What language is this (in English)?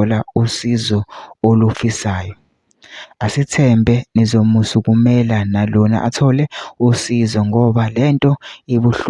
Zulu